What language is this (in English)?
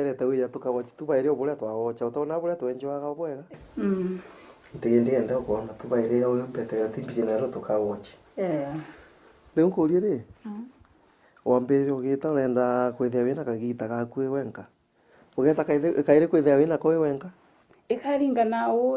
Meru